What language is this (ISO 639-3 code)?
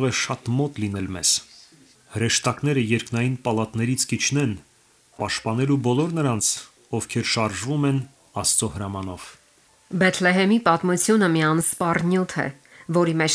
hye